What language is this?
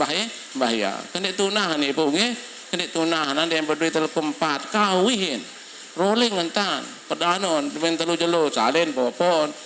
Sasak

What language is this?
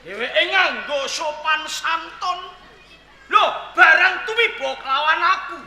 Javanese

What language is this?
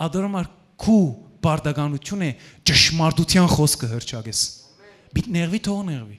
Western Armenian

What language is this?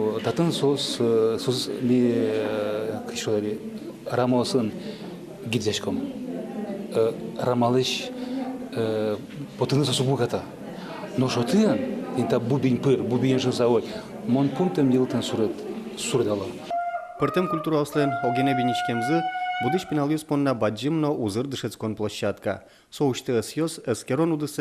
Udmurt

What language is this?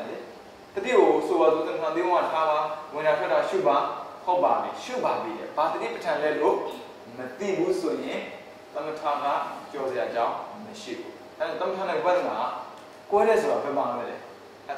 Burmese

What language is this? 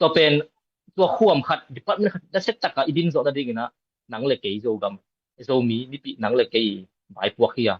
Tedim Chin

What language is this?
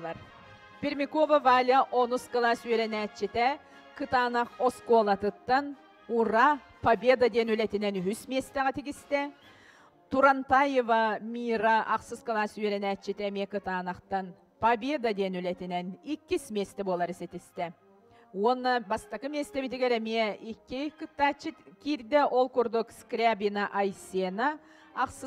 Yakut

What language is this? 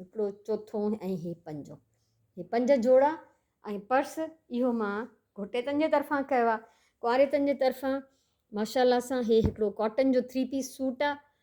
Sindhi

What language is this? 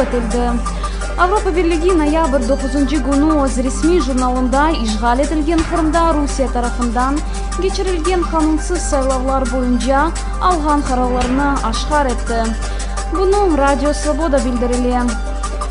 Crimean Tatar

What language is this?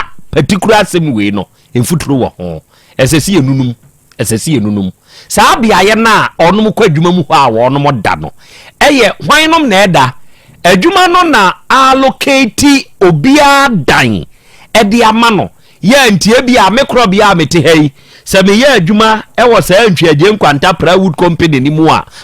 Akan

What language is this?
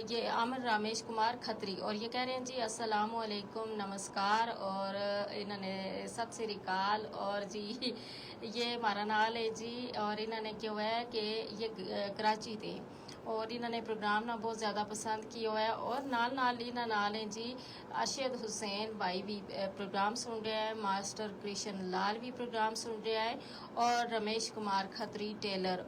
Gujari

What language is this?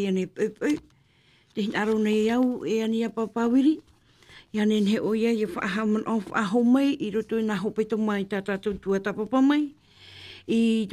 Tahitian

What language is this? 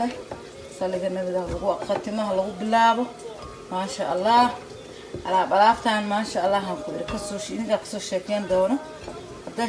Somali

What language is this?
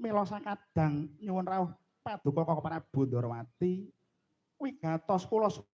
Javanese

